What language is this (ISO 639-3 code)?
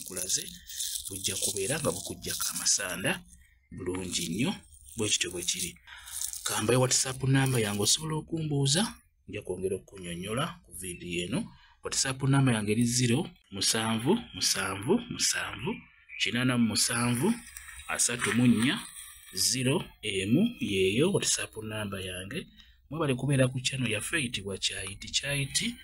lug